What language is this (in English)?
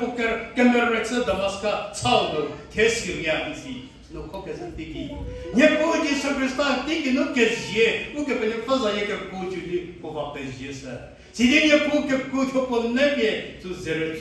Angami Naga